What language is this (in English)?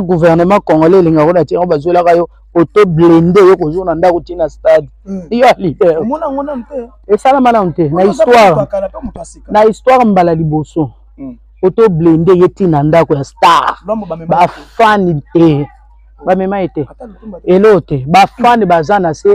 Lingala